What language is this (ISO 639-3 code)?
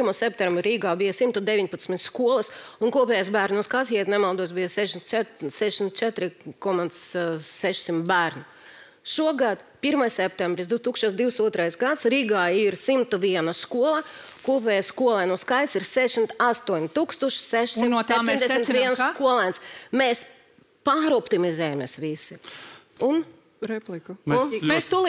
lav